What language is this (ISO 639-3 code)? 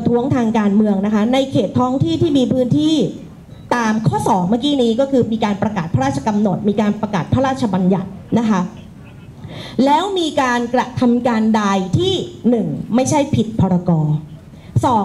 tha